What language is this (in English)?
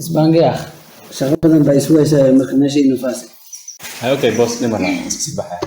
Somali